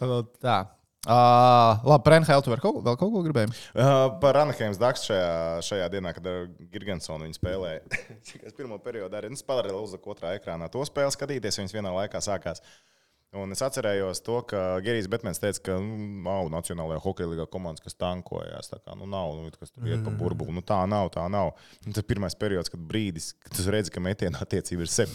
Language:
Latvian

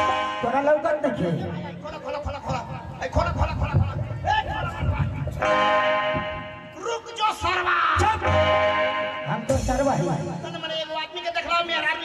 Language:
Bhojpuri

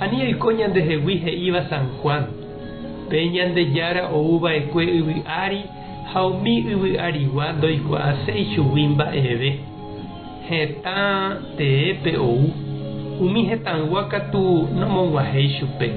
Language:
Guarani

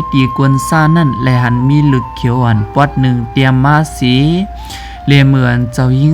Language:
Shan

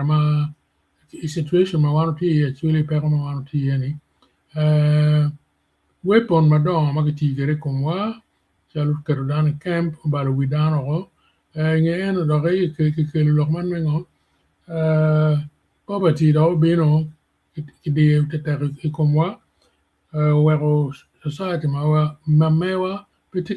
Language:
Acoli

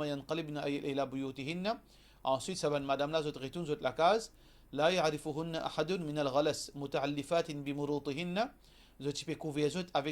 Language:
Morisyen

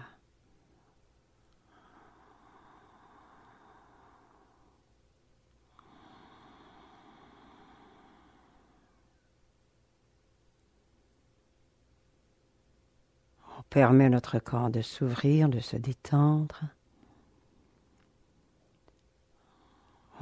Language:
French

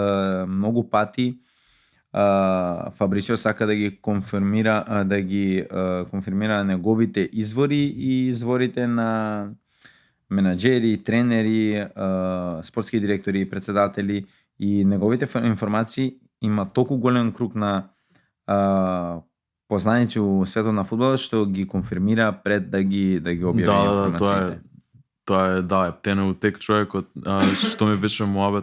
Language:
Macedonian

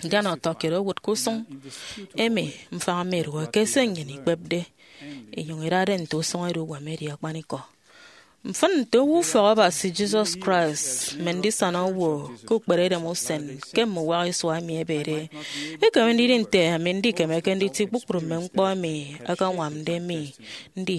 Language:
Efik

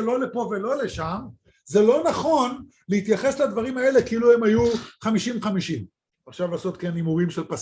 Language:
Hebrew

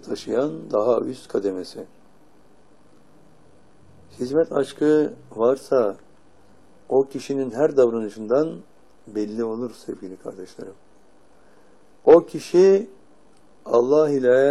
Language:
Turkish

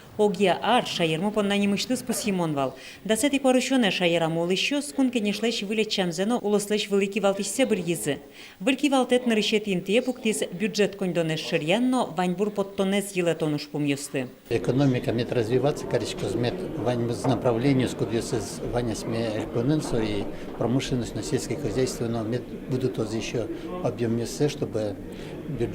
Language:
Udmurt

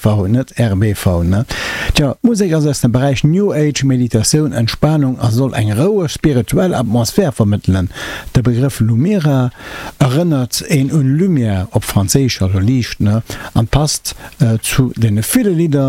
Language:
Luxembourgish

